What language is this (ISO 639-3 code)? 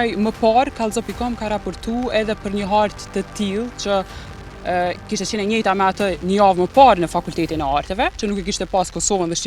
sqi